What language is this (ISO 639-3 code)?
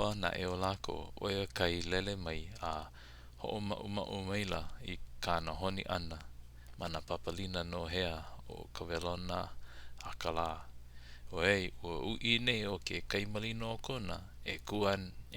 haw